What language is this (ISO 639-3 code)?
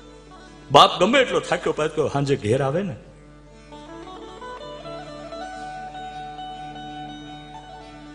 guj